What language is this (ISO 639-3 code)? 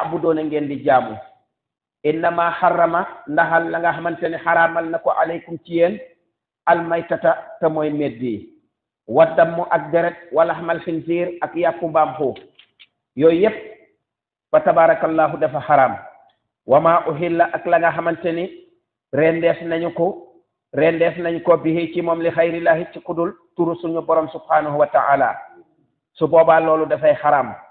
wol